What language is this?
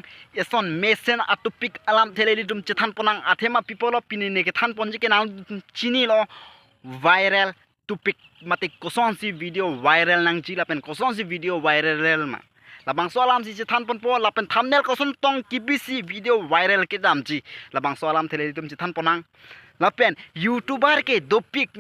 Karbi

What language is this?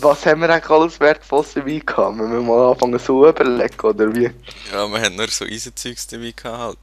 Swiss German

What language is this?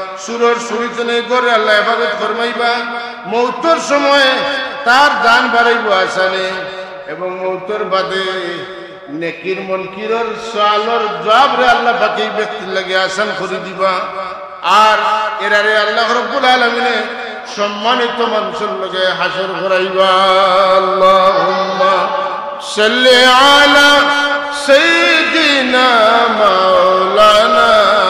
Sylheti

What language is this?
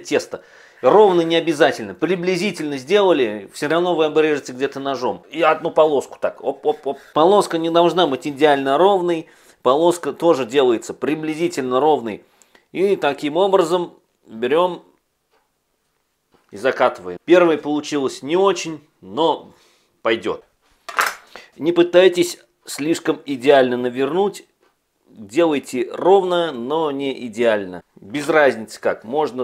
Russian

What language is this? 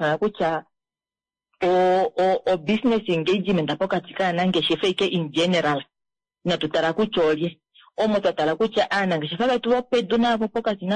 Kuanyama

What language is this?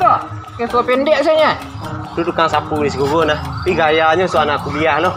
Minangkabau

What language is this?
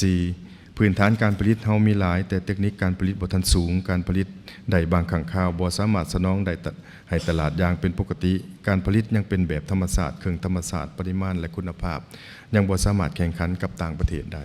Lao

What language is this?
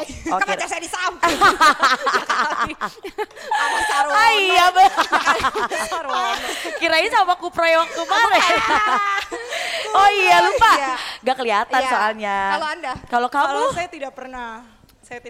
Indonesian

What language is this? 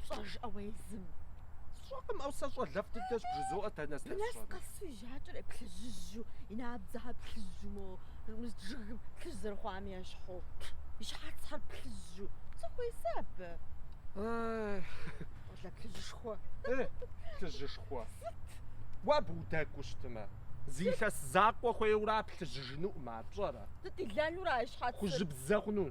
Kabardian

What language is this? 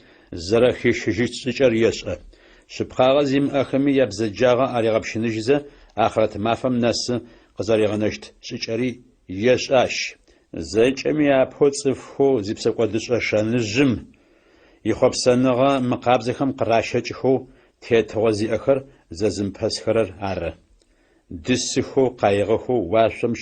Adyghe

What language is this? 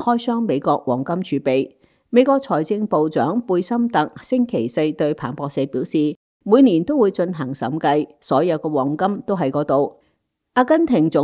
Cantonese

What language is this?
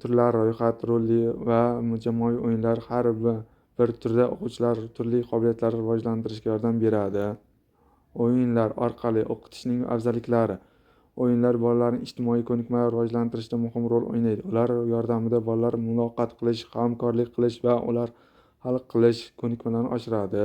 Uzbek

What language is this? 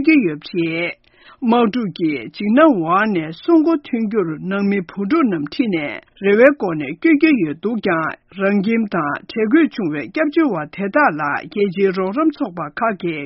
Tibetan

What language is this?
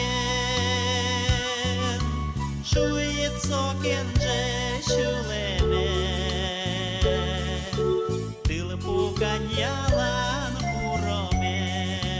Udmurt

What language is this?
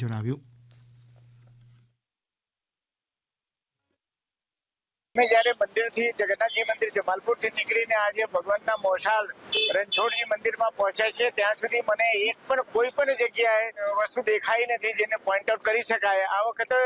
Gujarati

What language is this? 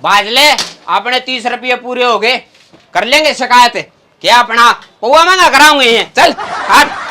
Haryanvi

